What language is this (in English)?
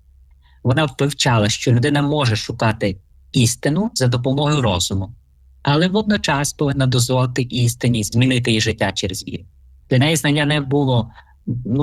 Ukrainian